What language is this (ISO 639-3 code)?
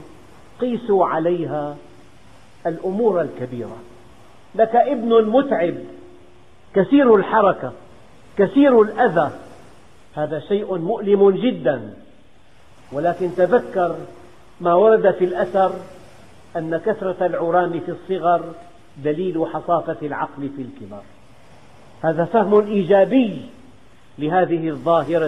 ara